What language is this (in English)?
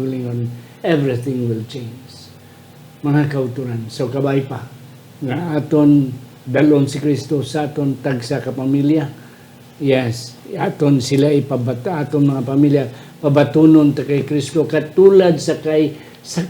Hiligaynon